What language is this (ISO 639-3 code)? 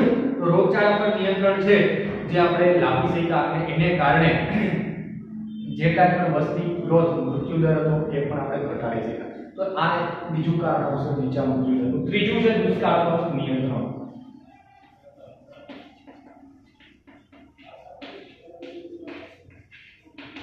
guj